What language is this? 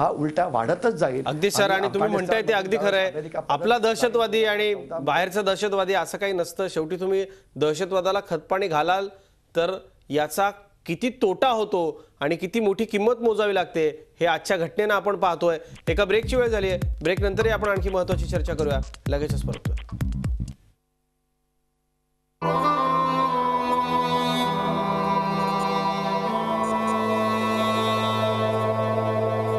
Marathi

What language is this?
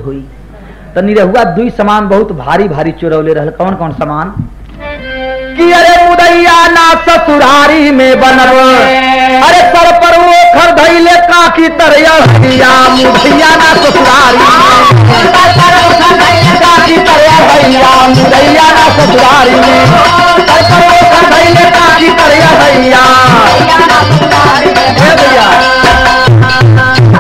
Bhojpuri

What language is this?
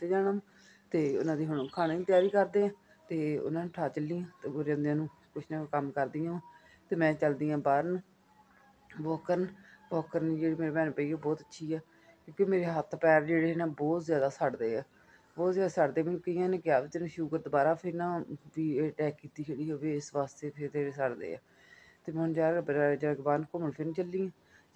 Punjabi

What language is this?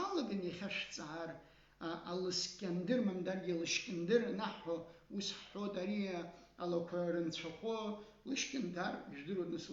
Abkhazian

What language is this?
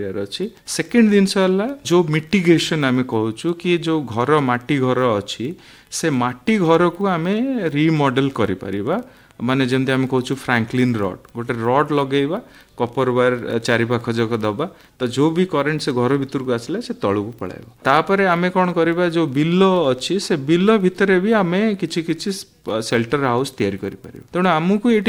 Odia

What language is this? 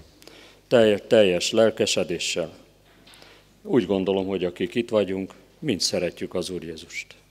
Hungarian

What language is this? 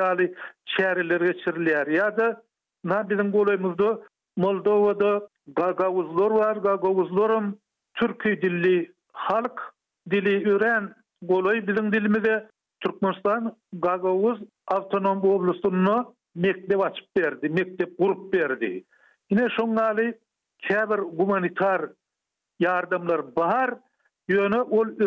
Turkmen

